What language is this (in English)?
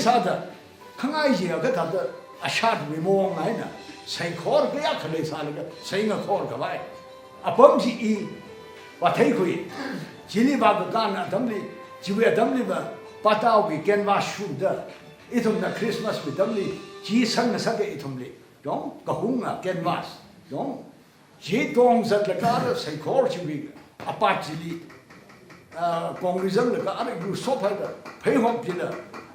Tangkhul Naga (India)